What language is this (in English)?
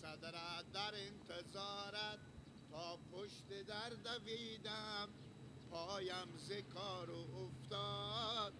Persian